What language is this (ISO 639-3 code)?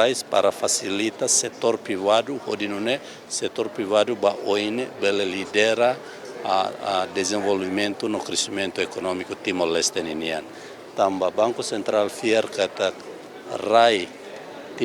tet